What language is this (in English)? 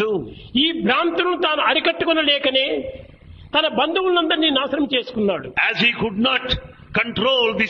Telugu